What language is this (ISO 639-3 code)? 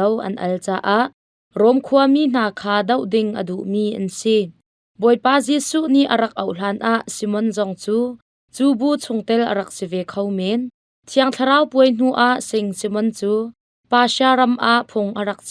cnh